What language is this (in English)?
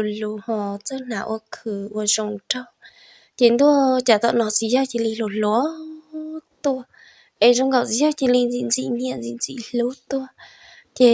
Hmong